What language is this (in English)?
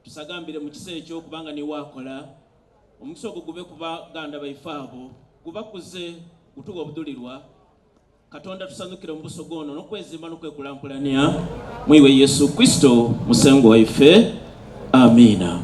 Soga